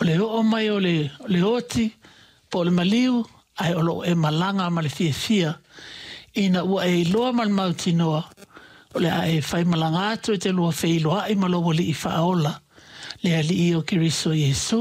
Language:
Samoan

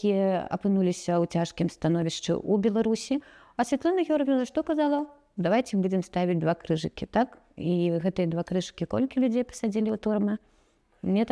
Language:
Belarusian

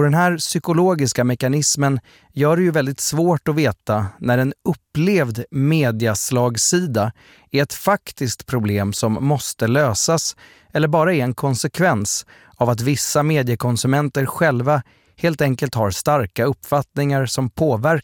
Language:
Swedish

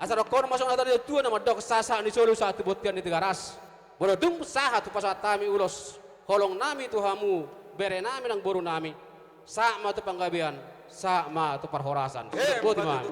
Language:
Batak Toba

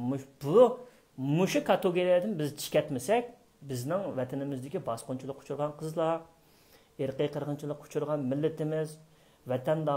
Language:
Uyghur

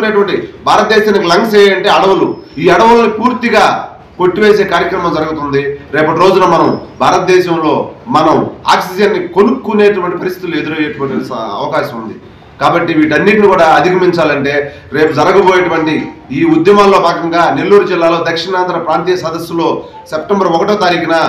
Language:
Telugu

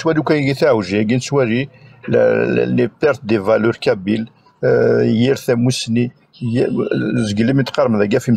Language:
Kabyle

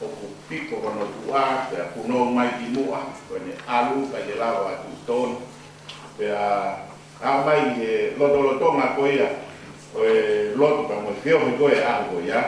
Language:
Tongan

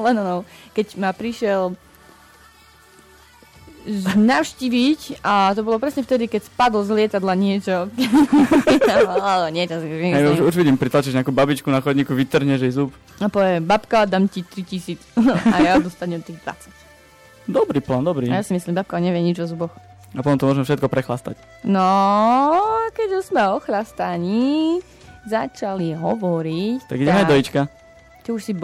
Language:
Slovak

